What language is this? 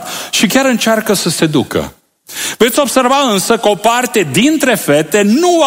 Romanian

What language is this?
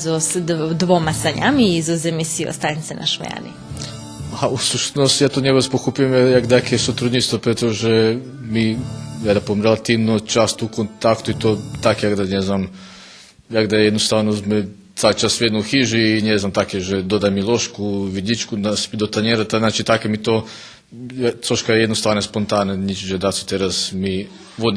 Rusyn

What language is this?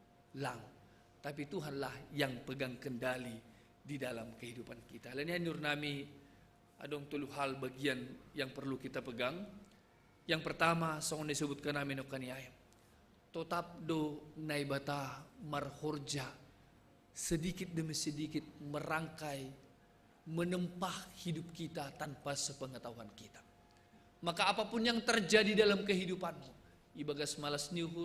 Batak Simalungun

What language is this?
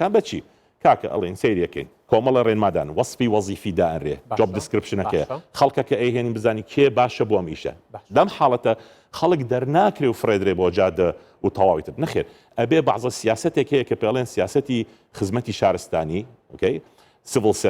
Central Kurdish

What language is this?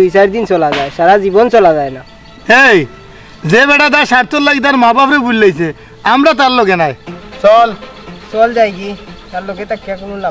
Sylheti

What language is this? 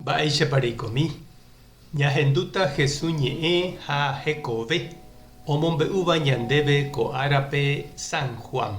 Guarani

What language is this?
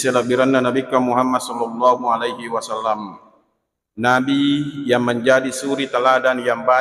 Buginese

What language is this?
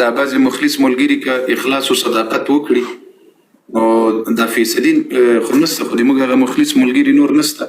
Pashto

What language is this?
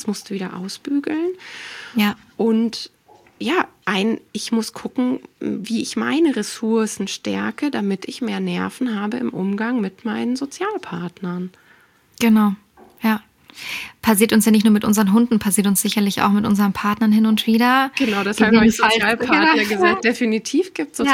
German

